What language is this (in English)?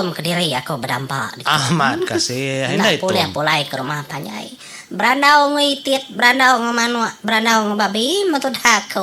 Iban